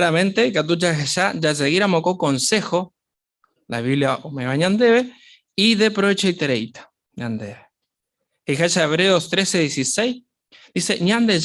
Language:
Guarani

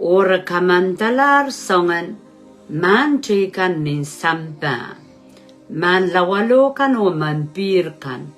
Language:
Pohnpeian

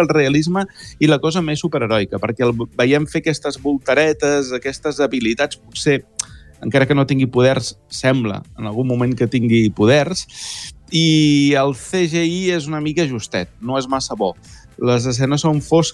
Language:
Catalan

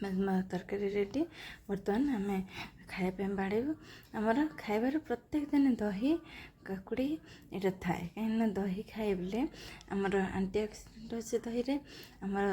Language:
Odia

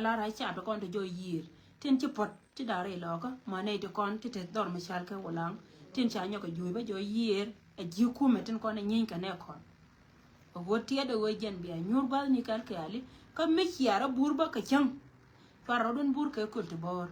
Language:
Nuer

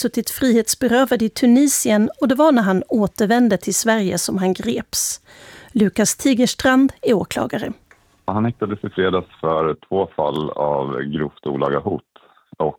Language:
Swedish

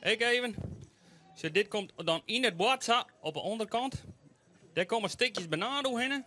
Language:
Western Frisian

